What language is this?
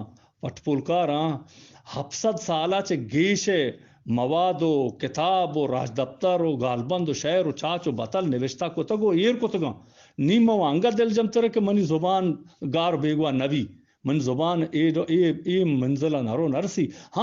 Eastern Balochi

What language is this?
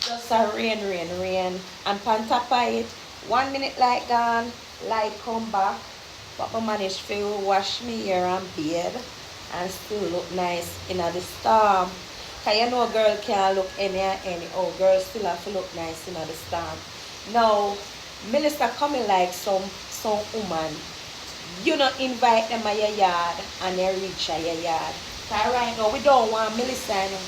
Jamaican Creole English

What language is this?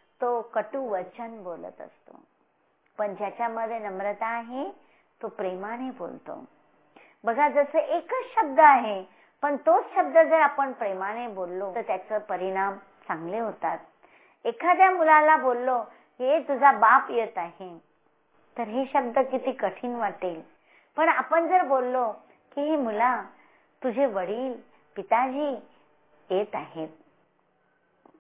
Marathi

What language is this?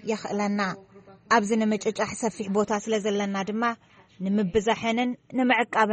Tigrinya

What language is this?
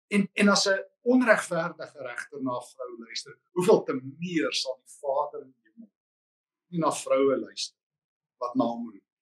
Afrikaans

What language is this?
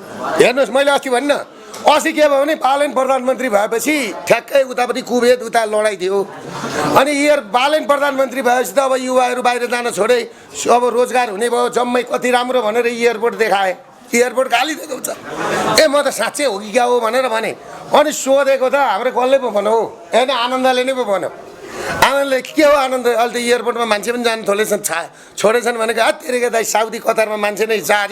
Nepali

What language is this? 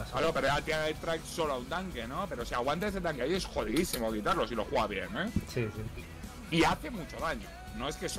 Spanish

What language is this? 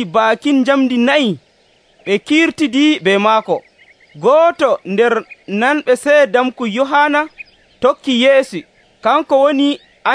Nigerian Fulfulde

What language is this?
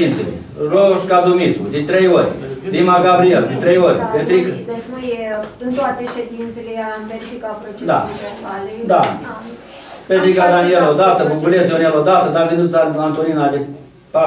Romanian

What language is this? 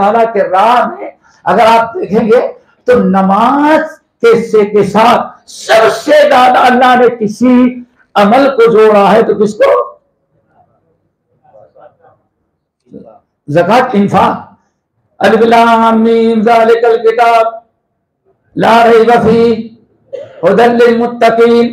Urdu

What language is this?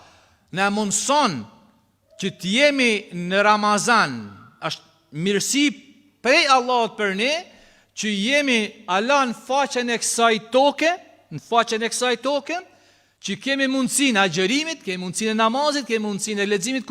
Albanian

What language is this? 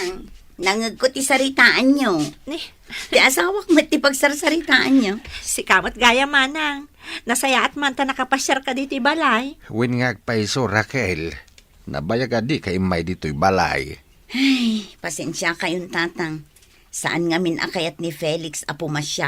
Iloko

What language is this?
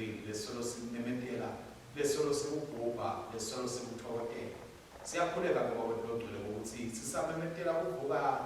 Swati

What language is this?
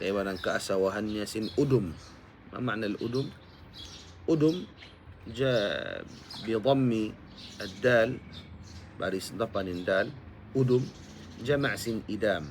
Tausug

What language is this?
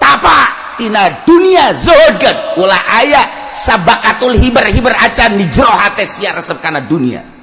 Sundanese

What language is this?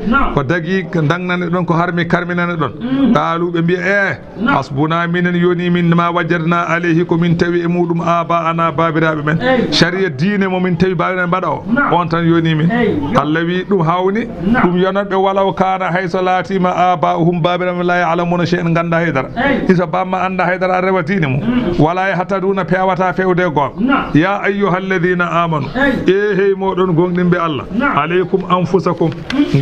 Fula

